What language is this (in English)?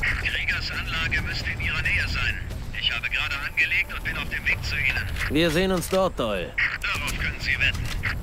Bavarian